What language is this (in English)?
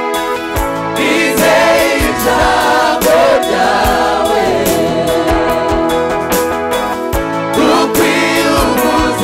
Kinyarwanda